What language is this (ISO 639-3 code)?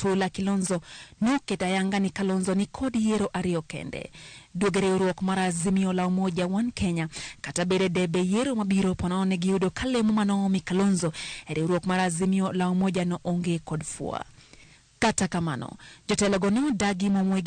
luo